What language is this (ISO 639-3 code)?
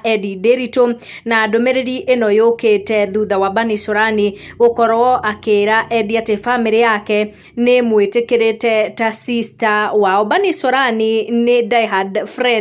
kik